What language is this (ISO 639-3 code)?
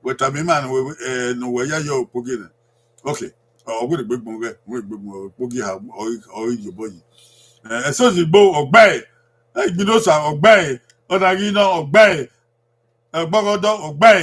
bin